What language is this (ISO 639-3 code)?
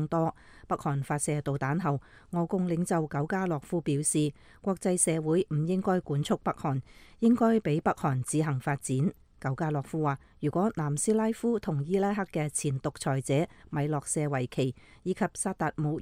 yue